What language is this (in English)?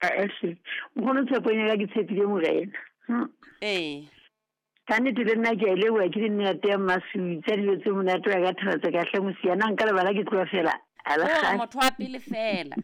Southern Sotho